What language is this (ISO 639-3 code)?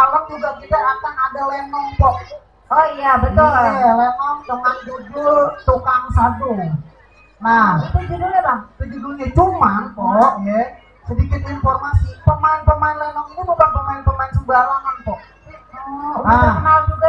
bew